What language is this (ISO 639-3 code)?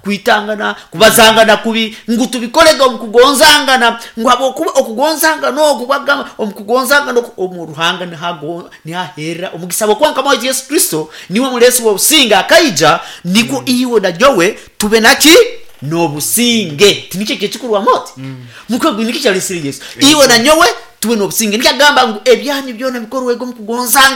nyn